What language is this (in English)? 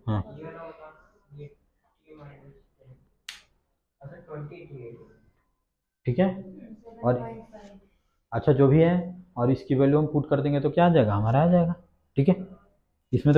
Hindi